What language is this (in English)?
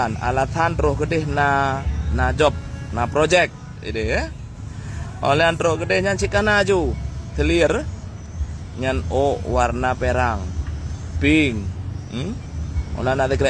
Achinese